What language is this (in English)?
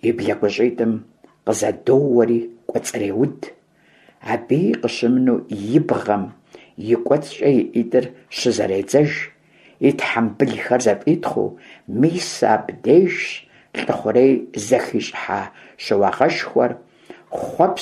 Kabardian